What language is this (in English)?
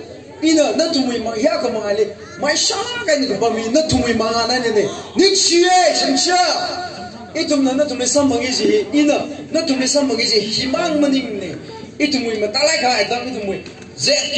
Tangkhul Naga (India)